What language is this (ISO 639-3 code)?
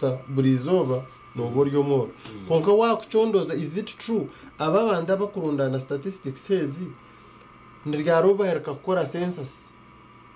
nyn